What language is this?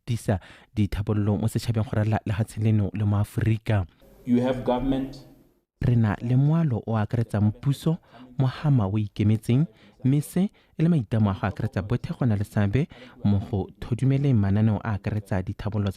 Tswana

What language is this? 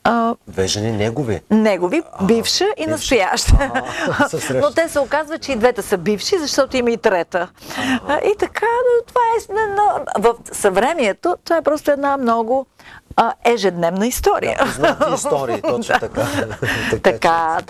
Bulgarian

